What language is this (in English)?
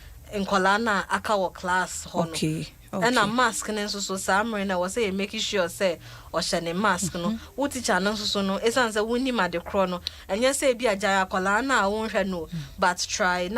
Akan